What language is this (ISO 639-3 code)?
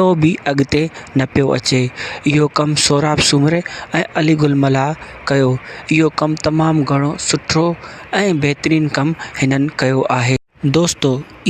snd